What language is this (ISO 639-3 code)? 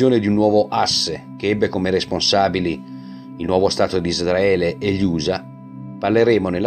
ita